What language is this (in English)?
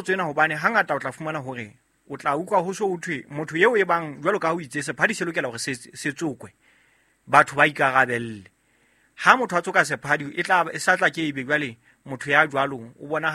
Southern Sotho